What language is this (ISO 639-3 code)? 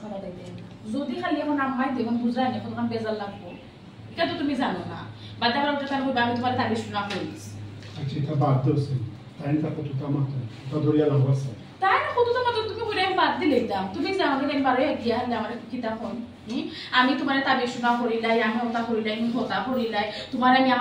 syl